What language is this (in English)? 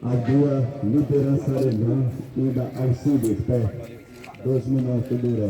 Xavánte